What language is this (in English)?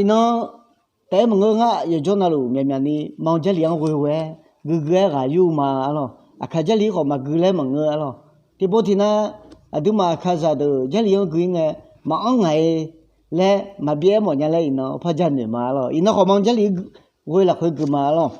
Akha